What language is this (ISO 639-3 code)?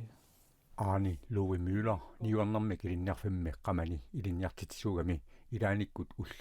kal